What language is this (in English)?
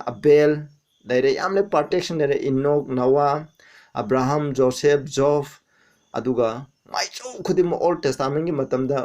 Manipuri